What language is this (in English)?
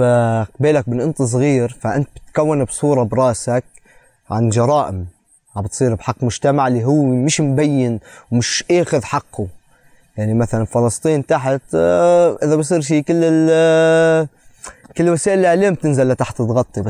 North Levantine Arabic